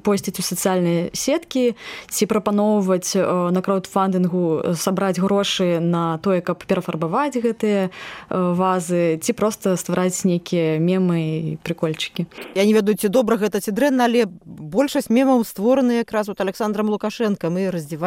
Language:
Belarusian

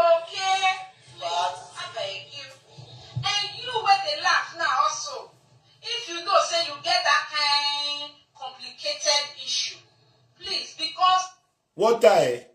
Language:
Nigerian Pidgin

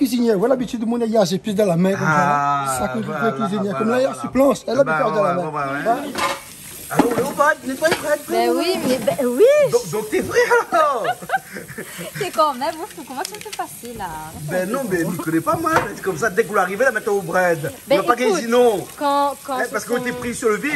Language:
Réunion Creole French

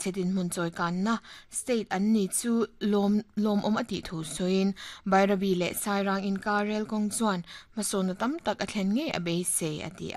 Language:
Mizo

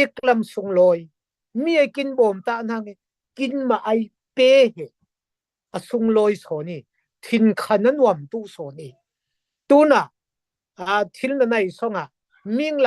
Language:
Falam Chin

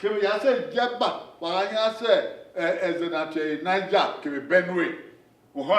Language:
Bini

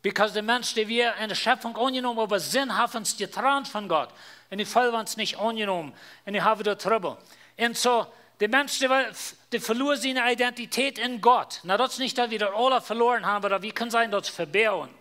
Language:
Plautdietsch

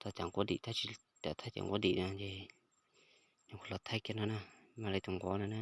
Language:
Hmong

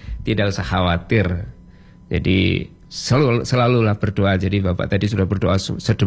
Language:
Indonesian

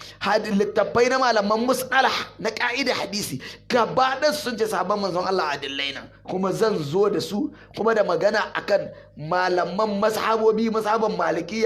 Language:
Hausa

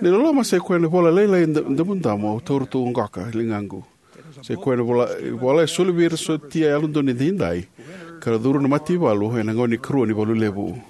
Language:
Fijian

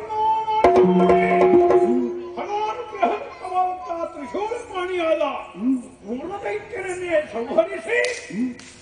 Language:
Kannada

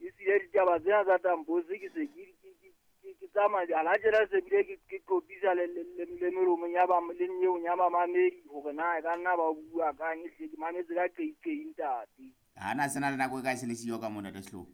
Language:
Southern Sotho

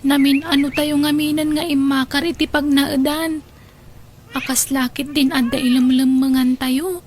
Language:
Iloko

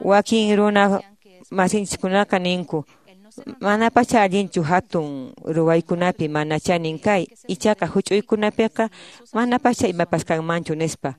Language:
Quechua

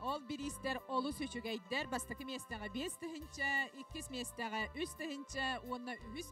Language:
Yakut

